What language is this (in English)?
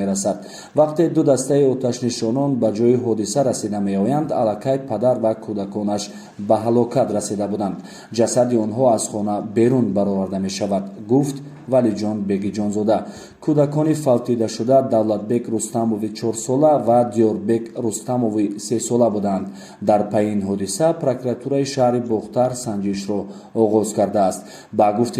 Tajik